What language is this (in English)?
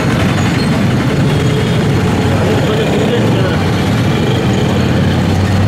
Telugu